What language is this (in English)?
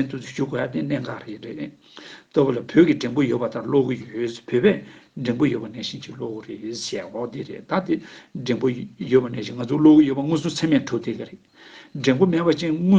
Tibetan